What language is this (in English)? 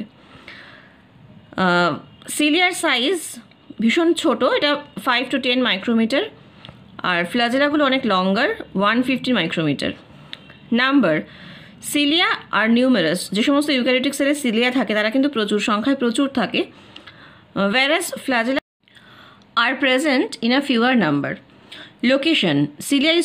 Bangla